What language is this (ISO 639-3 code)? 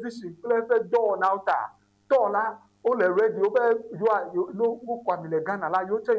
ewe